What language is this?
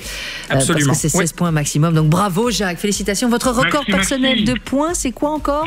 French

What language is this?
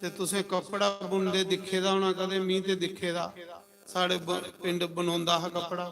Dogri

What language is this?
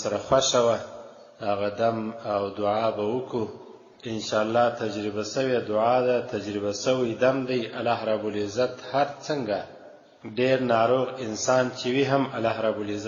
Pashto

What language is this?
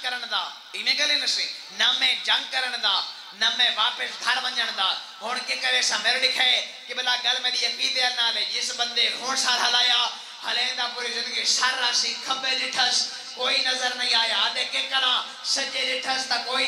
Saraiki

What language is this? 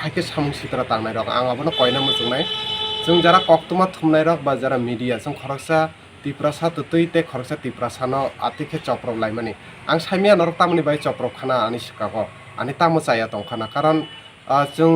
Kok Borok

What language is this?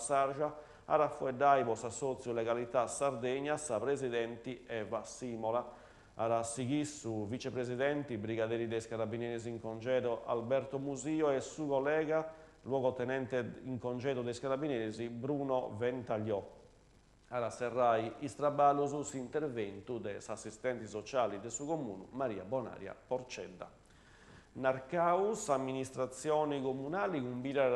Sardinian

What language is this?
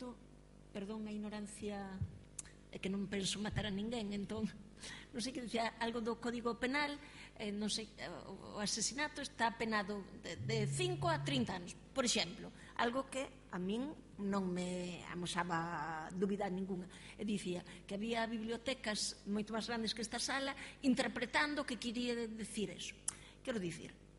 Galician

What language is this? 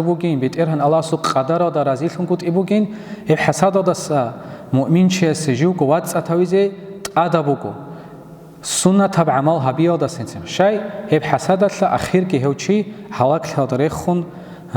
Avaric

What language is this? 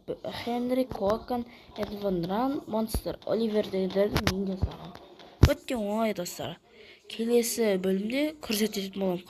Kazakh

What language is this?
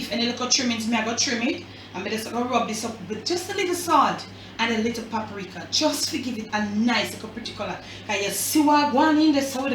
Jamaican Creole English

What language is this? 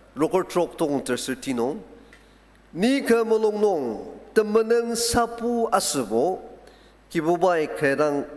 Ao Naga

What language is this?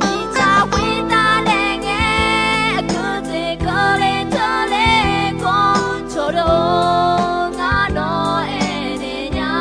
Akha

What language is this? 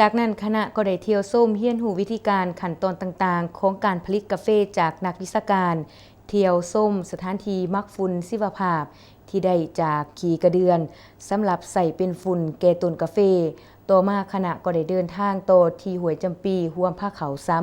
Lao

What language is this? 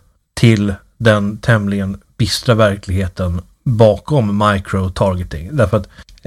Swedish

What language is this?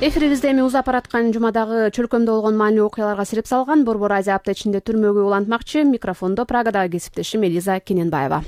Kyrgyz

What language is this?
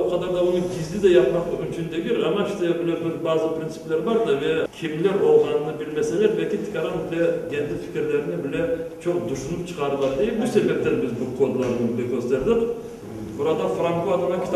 Crimean Tatar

